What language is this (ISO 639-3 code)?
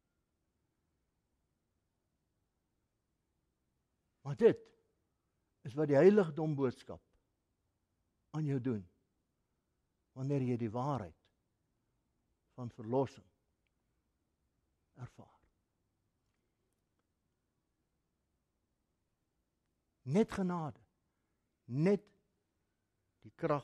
afr